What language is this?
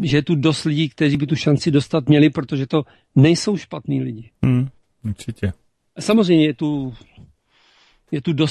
Czech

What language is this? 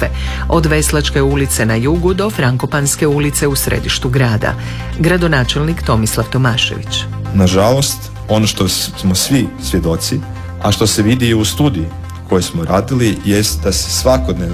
Croatian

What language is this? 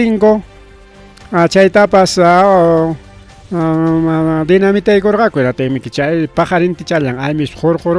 Ayacucho Quechua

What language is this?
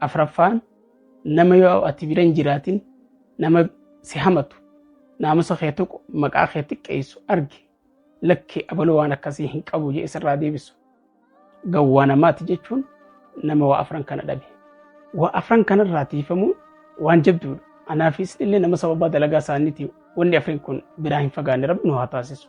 Oromo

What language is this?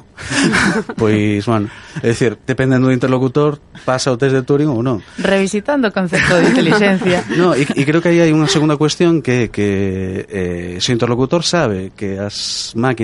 Galician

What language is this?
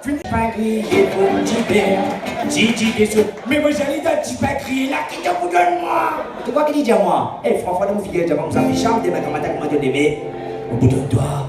Morisyen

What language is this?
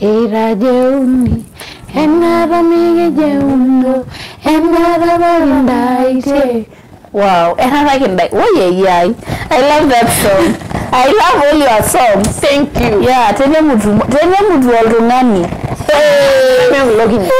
Masai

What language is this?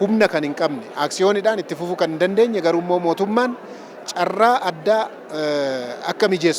Oromo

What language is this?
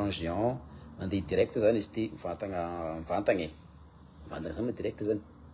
Malagasy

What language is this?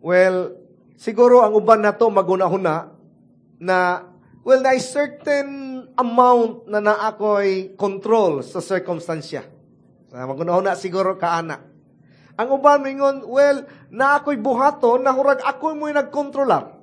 Cebuano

